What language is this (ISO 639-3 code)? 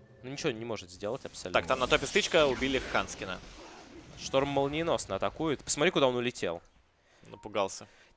rus